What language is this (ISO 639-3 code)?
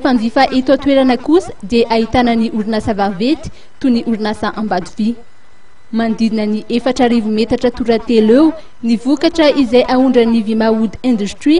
mlg